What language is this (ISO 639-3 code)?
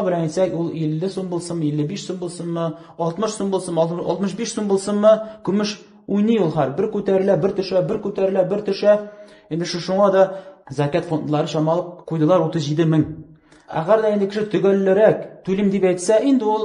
tat